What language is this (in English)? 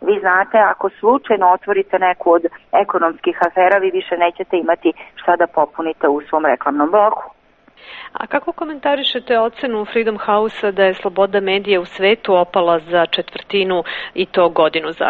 Serbian